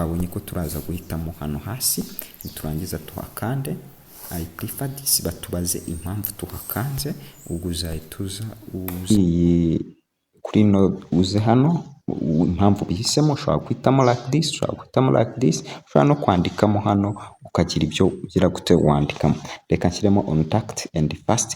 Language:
Kinyarwanda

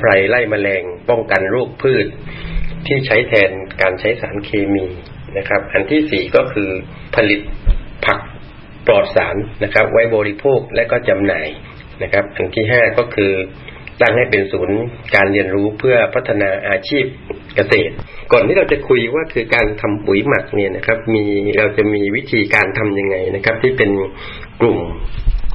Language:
Thai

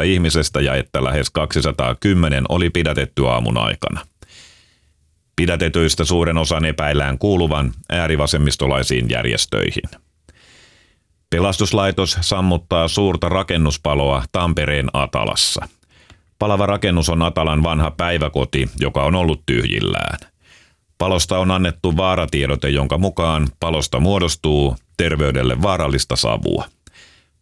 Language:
Finnish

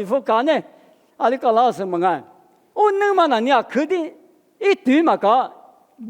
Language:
Lisu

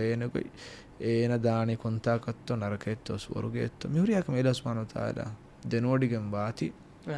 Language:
Divehi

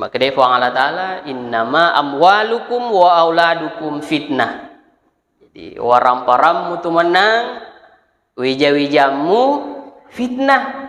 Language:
Buginese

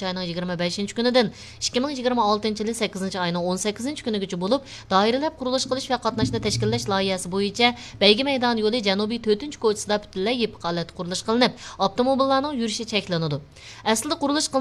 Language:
Uyghur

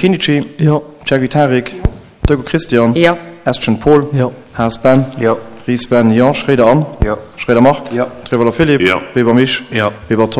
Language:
Luxembourgish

